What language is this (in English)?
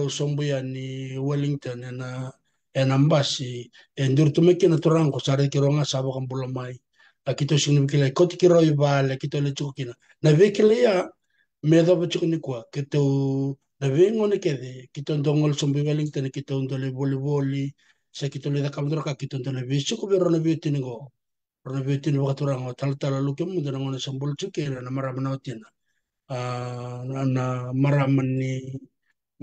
Fijian